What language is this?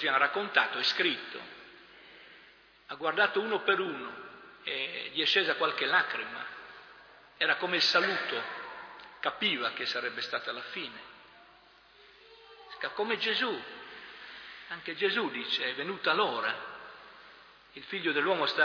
Italian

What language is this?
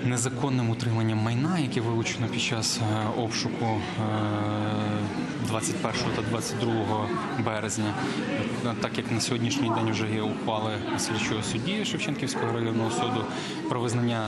Ukrainian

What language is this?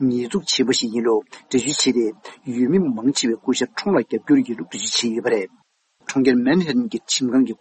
Tibetan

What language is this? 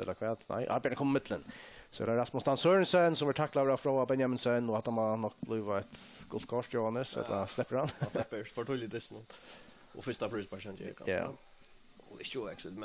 Faroese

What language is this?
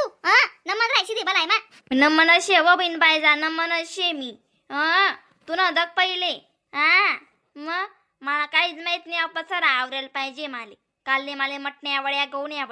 Khandesi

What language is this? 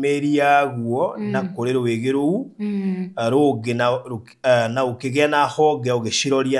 Kikuyu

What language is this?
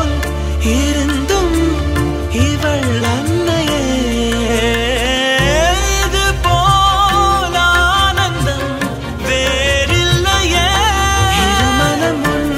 Tamil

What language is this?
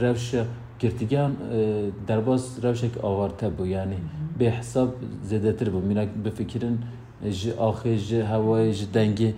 Kurdish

